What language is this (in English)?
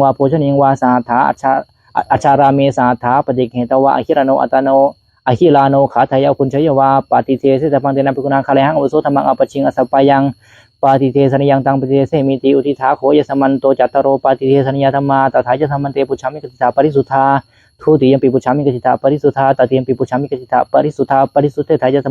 Pali